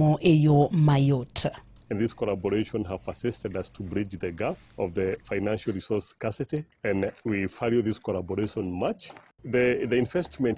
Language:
Luo (Kenya and Tanzania)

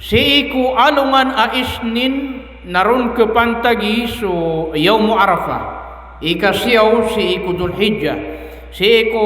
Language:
Maranao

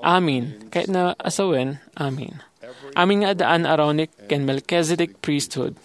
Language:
Iloko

